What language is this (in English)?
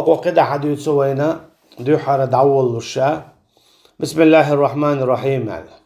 Chechen